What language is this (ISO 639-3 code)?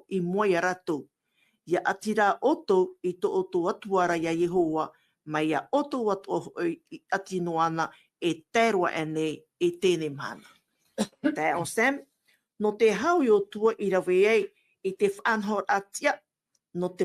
tah